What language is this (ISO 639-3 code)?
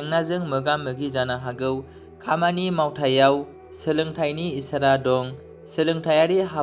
brx